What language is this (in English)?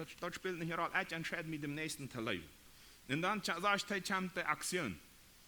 Plautdietsch